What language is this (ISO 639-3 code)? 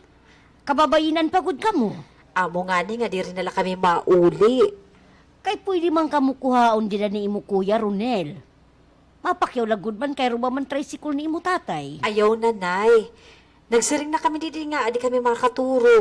war